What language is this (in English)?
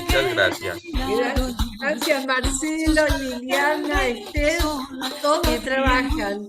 Ladino